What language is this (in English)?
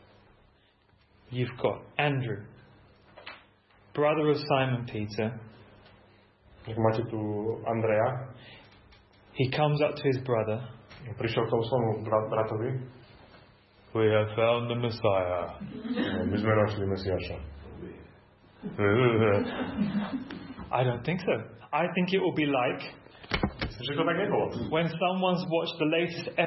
Slovak